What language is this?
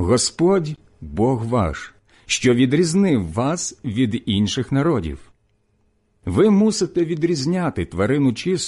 Ukrainian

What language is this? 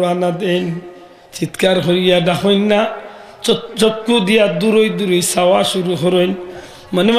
Sylheti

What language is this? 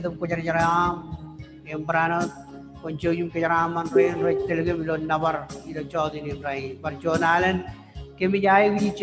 Marshallese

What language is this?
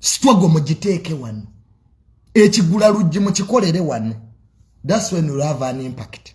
Ganda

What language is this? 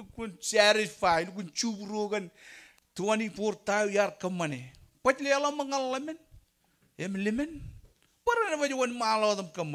Marshallese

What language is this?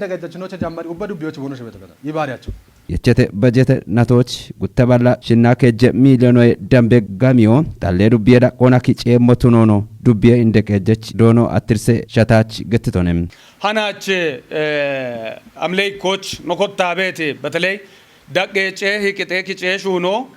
Kafa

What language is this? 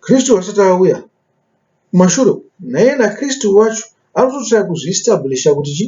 Shona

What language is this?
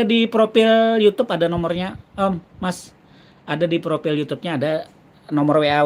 Banjar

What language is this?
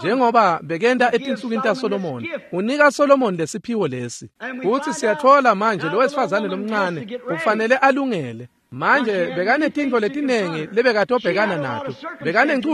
Swati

